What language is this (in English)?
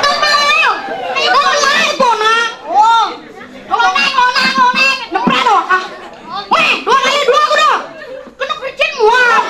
Balinese